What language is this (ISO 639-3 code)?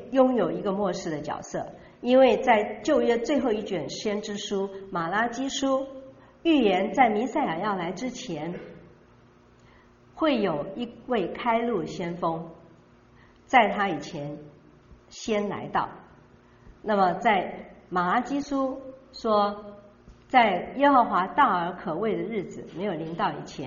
zho